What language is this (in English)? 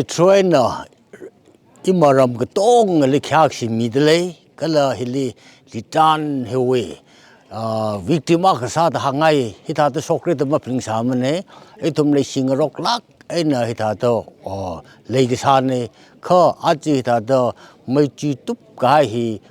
Tangkhul Naga (India)